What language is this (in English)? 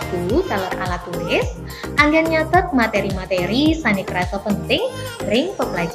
Balinese